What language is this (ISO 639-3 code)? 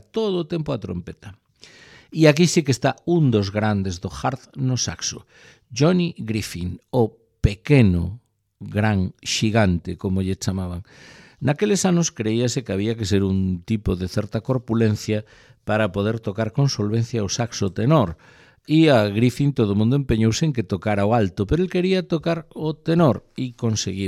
glg